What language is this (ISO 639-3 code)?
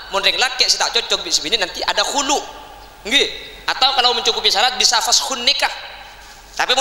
mad